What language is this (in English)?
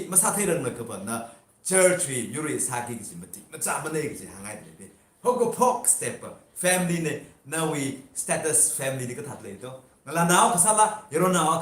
Tangkhul Naga (India)